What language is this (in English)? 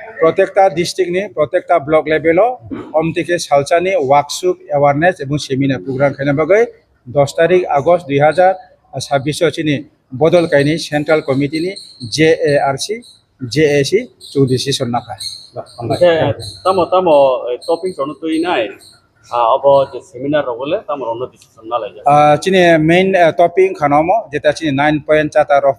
Riang (India)